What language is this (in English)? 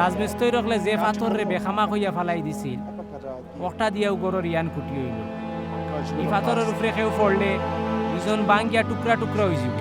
Sylheti